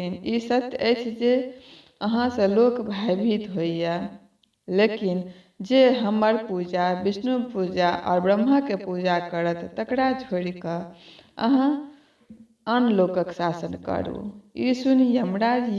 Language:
Maithili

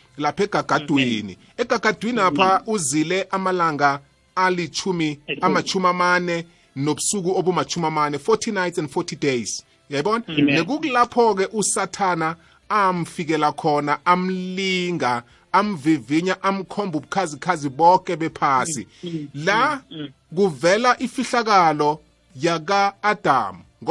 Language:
South Ndebele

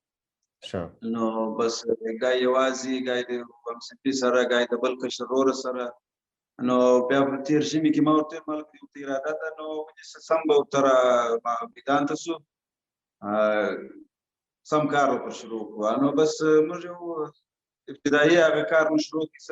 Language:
Pashto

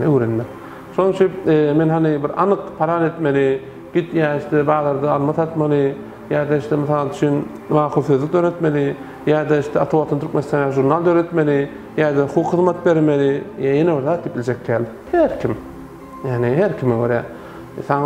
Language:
Turkmen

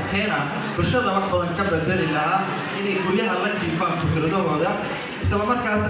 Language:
Somali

